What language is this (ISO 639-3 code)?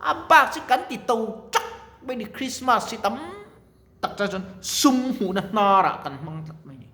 lus